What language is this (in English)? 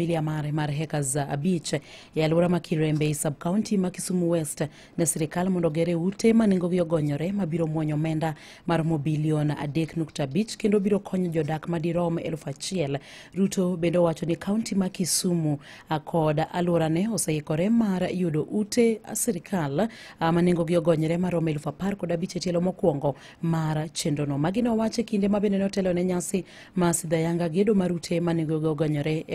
Luo (Kenya and Tanzania)